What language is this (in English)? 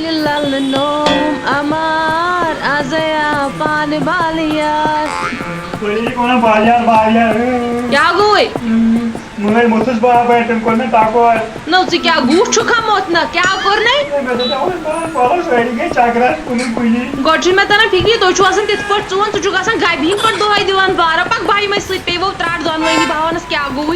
Kashmiri